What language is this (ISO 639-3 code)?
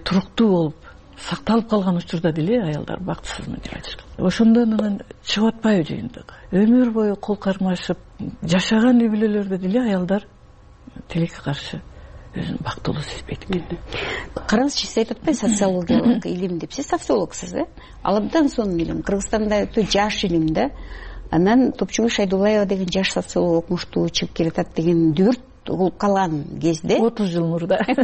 kir